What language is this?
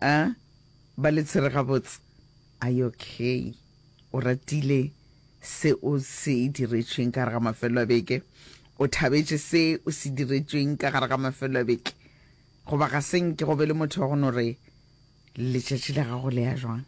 Northern Sotho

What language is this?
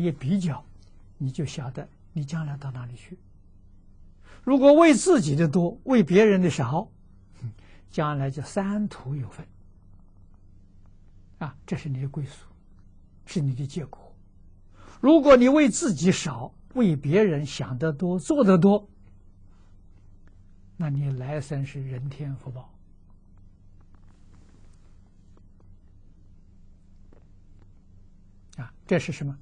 Chinese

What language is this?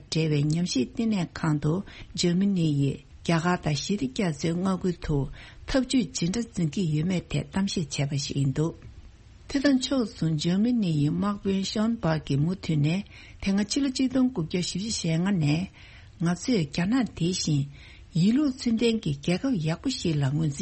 Tibetan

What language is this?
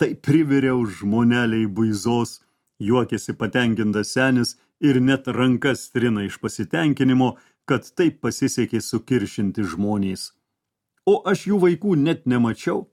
Lithuanian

